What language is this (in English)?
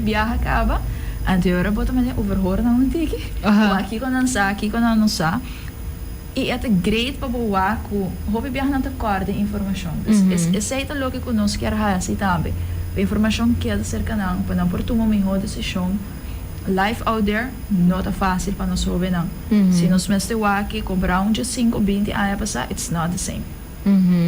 Papiamento